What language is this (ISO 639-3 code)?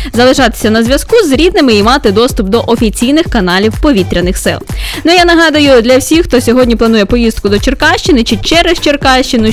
ukr